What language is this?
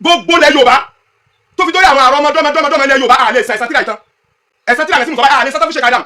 Yoruba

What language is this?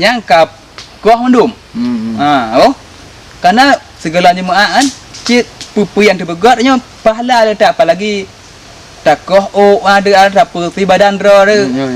Achinese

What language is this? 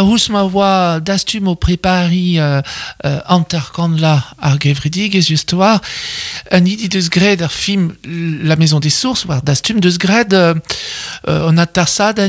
Breton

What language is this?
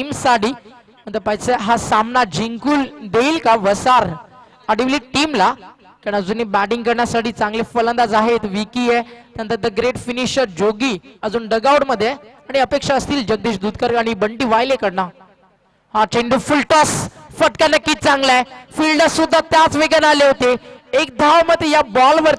Marathi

